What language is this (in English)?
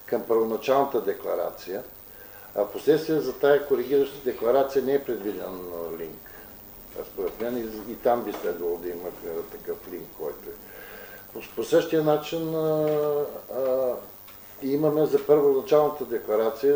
Bulgarian